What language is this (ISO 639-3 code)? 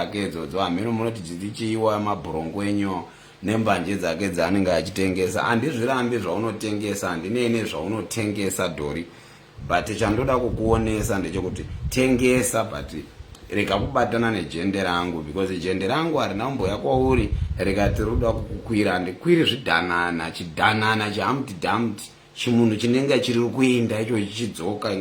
sna